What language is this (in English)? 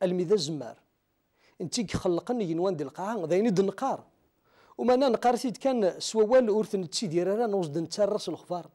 Kabyle